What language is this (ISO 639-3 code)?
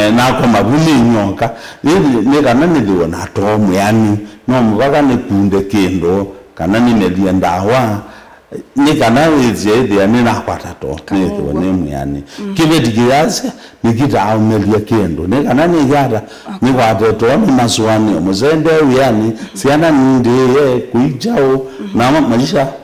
kam